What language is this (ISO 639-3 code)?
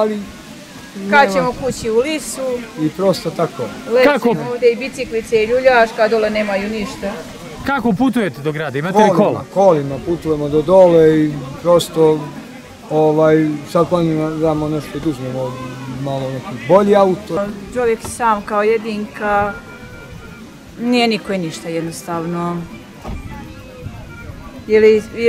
srp